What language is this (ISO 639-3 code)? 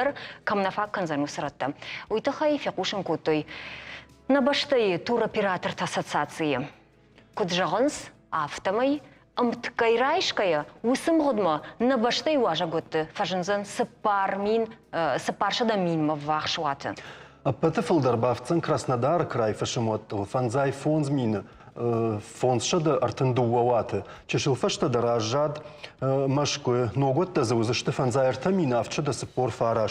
oss